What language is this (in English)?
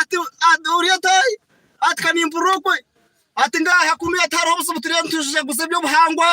Nyankole